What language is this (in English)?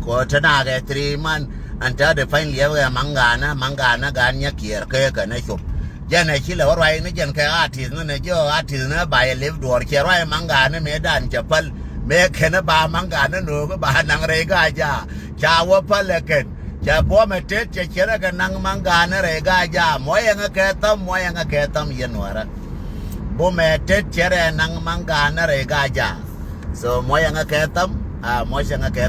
Nuer